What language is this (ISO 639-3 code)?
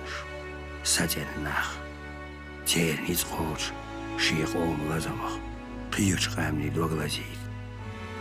che